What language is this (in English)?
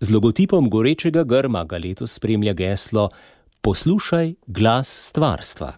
Slovenian